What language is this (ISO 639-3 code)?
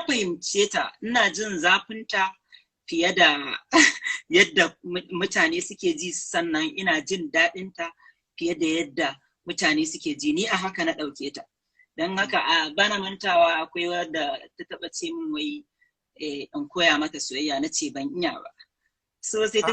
hau